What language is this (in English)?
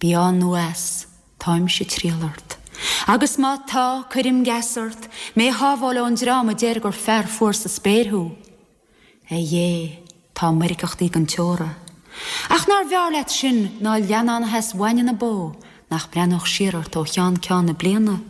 Irish